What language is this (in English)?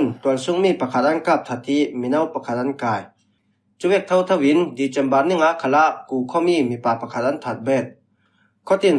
Falam Chin